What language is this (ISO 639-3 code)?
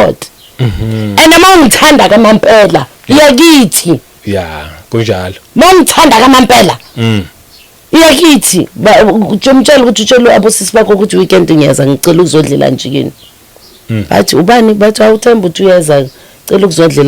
zul